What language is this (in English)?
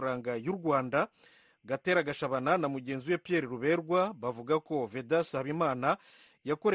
Kinyarwanda